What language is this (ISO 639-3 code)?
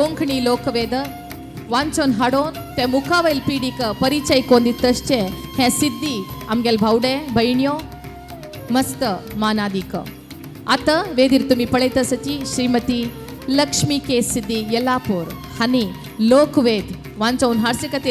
kok